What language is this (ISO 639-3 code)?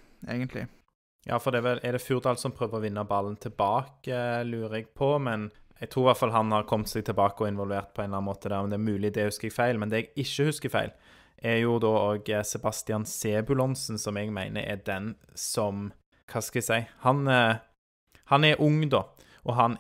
nor